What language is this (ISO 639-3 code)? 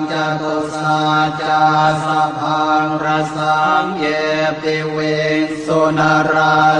pli